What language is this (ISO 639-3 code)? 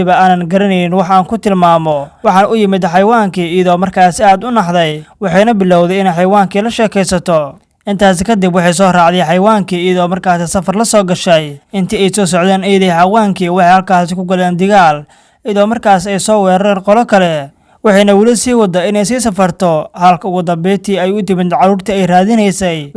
som